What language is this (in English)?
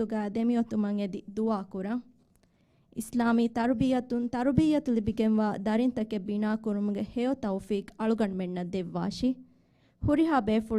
Divehi